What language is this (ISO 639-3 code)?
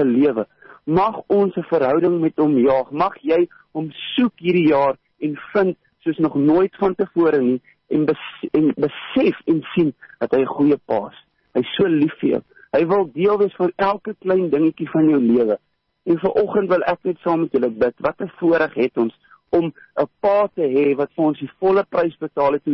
afr